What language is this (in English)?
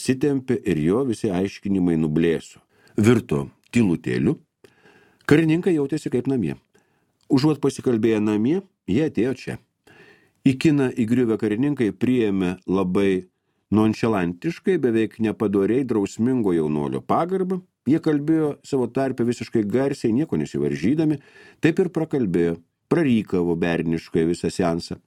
Lithuanian